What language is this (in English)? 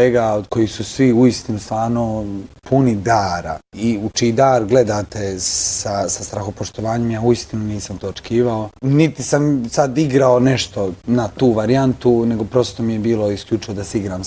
Bosnian